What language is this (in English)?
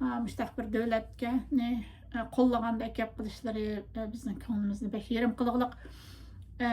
Uyghur